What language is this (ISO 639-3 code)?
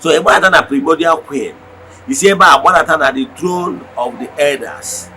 ibo